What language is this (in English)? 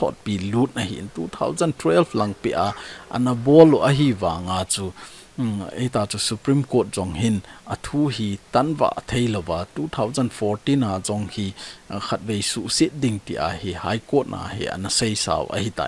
Thado Chin